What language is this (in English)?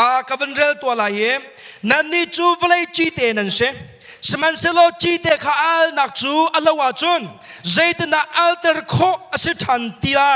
Hakha Chin